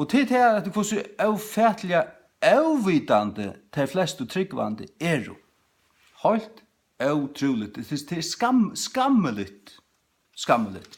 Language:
Faroese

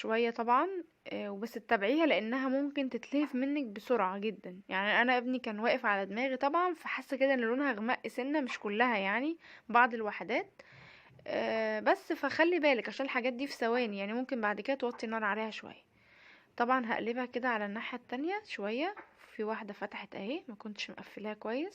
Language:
Egyptian Arabic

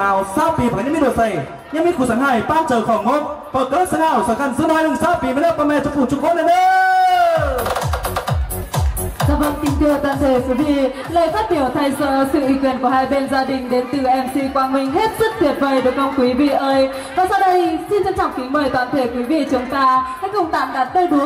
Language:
Vietnamese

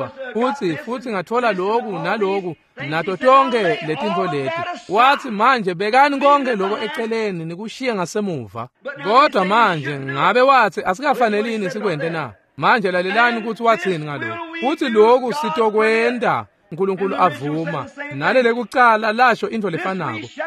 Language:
Swati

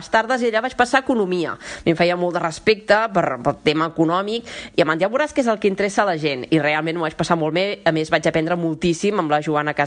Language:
Catalan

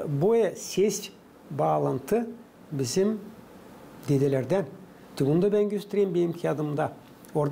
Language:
Gagauz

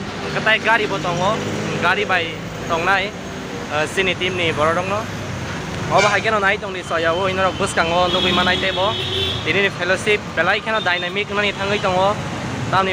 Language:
Kok Borok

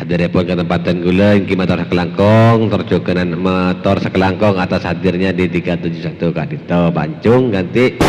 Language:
Madurese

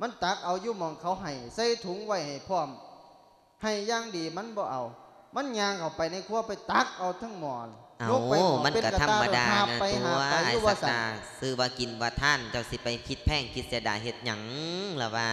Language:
Lao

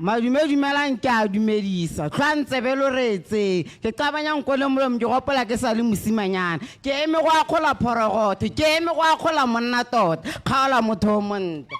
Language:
Tswana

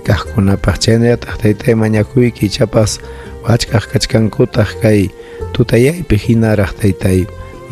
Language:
Ayacucho Quechua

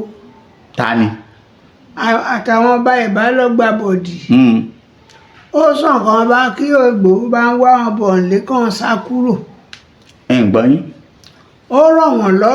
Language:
Yoruba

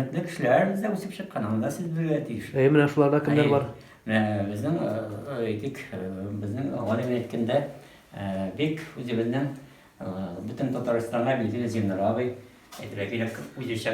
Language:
Tatar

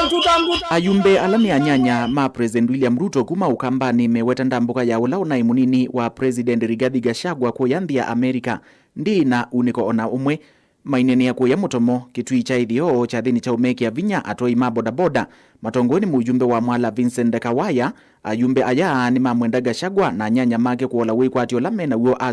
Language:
Kamba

